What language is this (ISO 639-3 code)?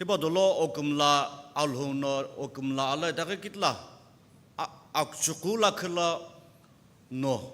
nsm